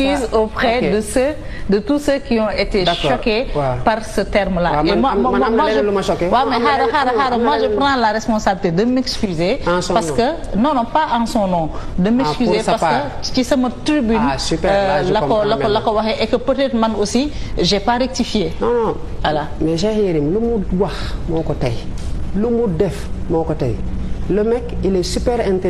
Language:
Wolof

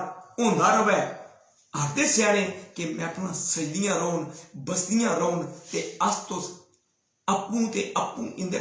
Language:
Dogri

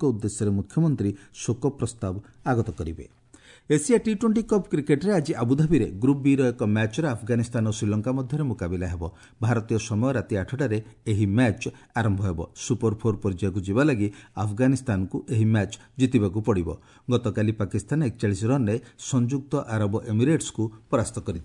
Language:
Odia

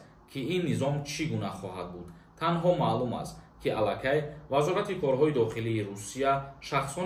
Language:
Tajik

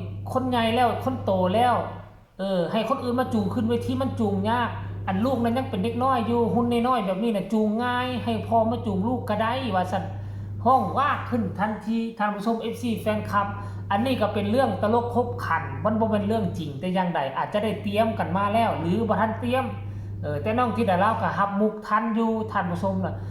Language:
Lao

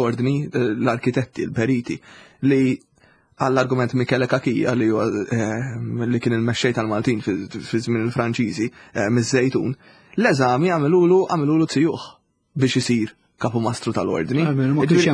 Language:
Maltese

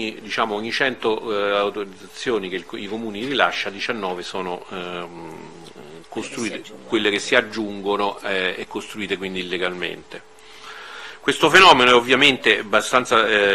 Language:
Italian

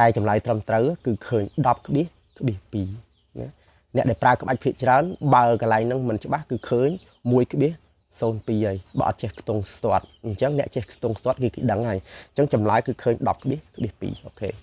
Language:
Khmer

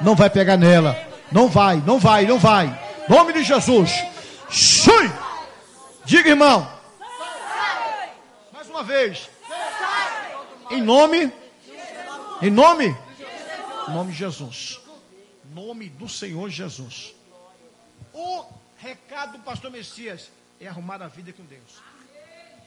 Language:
Portuguese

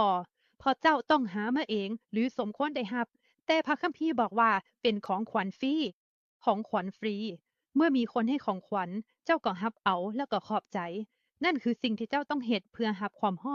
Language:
Lao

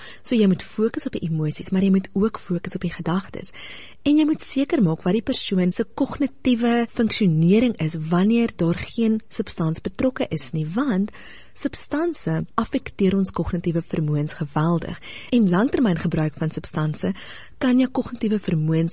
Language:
Afrikaans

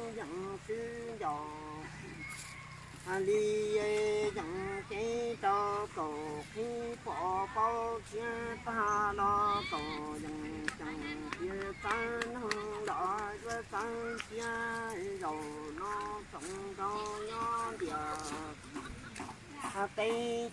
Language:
Vietnamese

